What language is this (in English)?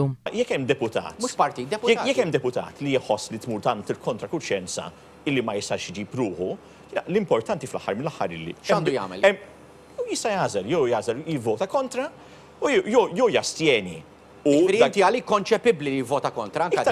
Maltese